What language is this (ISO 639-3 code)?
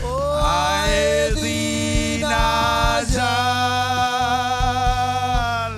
mah